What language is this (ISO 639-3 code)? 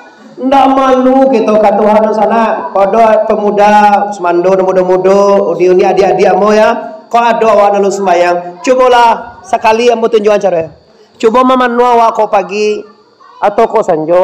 min